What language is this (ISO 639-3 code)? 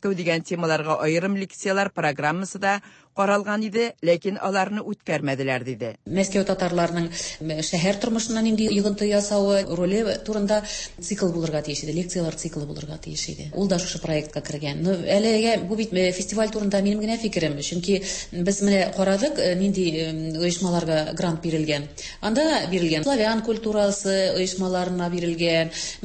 tat